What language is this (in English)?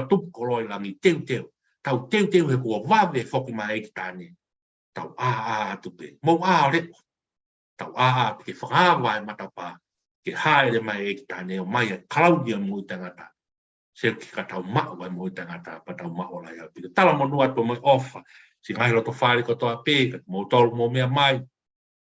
Tongan